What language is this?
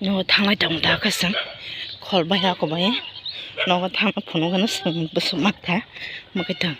Kok Borok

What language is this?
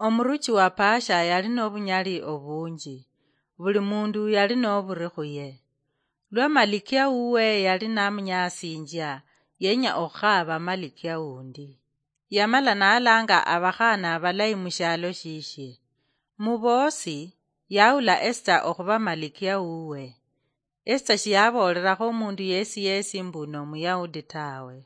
Luyia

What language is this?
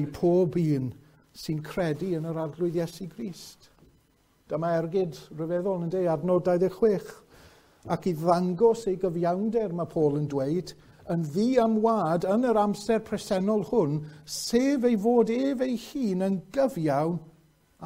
Welsh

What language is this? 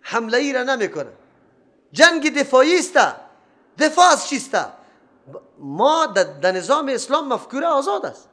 Persian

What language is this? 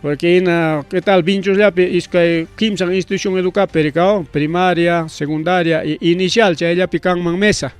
Ayacucho Quechua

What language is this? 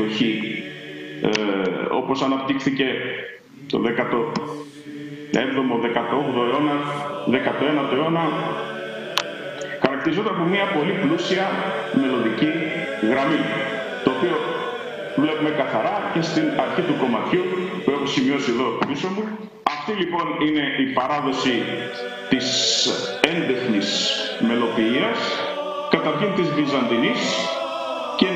Greek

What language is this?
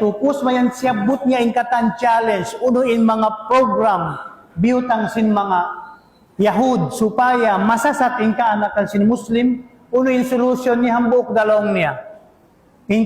Tausug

